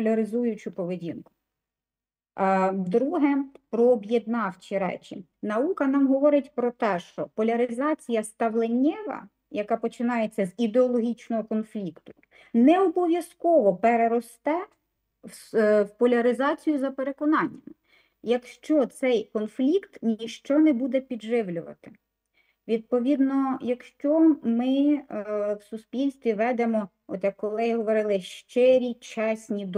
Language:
Ukrainian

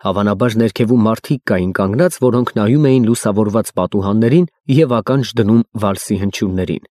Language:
Armenian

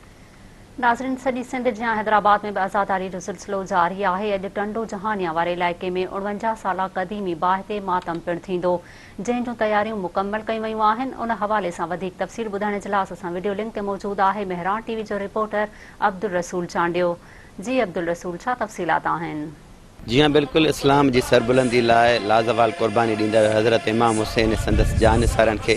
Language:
Sindhi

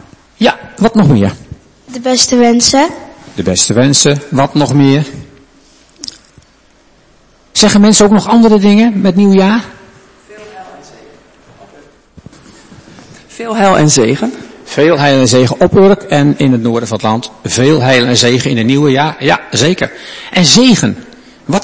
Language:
Dutch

